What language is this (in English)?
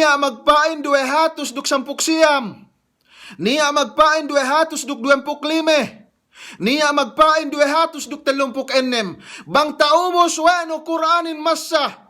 Yakan